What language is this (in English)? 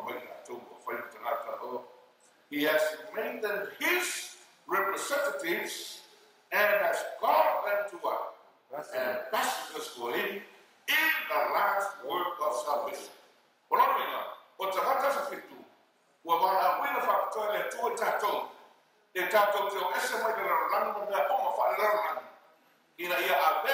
Samoan